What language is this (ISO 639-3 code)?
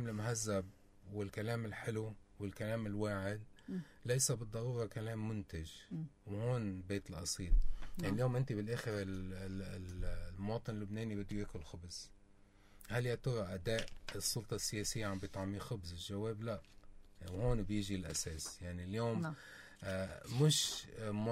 apc